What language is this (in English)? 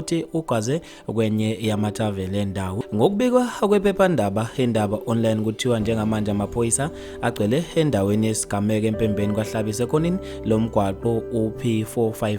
Zulu